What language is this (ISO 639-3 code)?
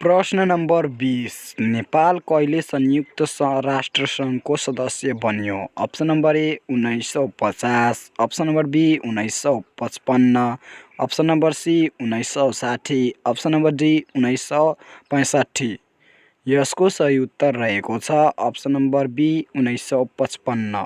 nep